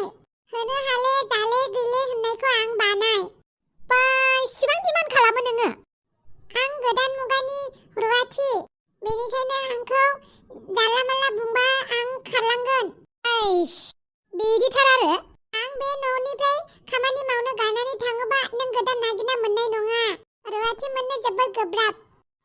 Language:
Bodo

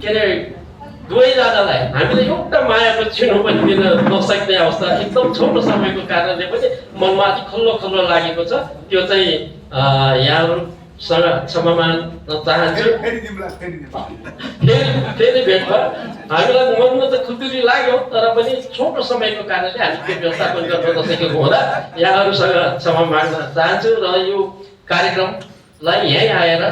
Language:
Nepali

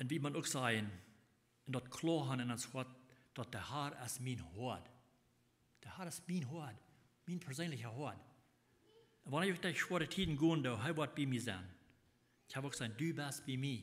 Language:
Plautdietsch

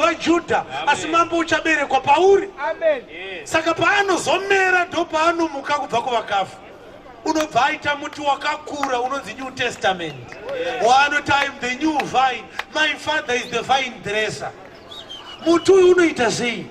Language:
Shona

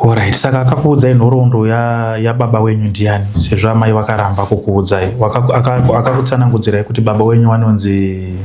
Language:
Shona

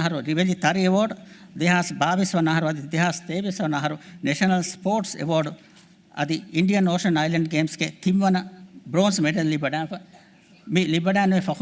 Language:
Divehi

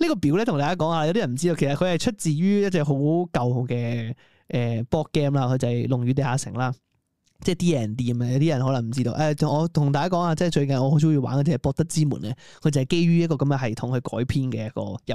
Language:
Cantonese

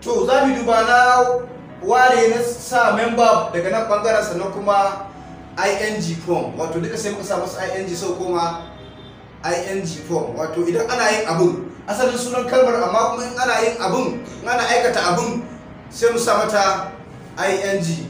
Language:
Hausa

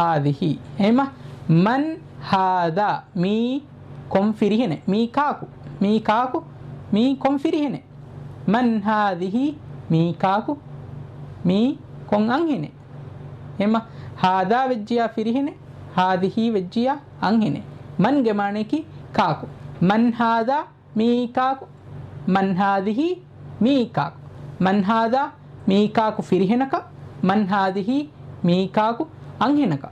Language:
Divehi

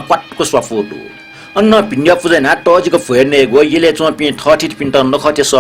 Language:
Newari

